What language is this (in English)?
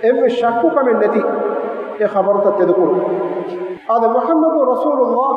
Divehi